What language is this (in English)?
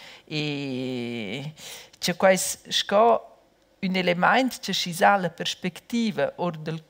Romansh